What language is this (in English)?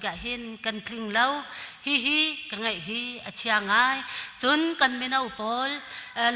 Hakha Chin